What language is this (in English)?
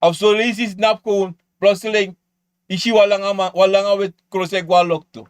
Sranan Tongo